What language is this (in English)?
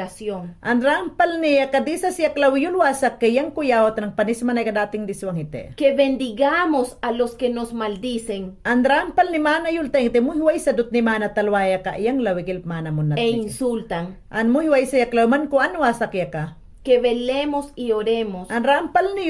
Mayangna